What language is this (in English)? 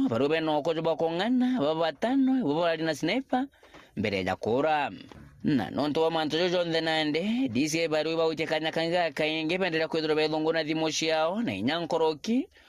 Meru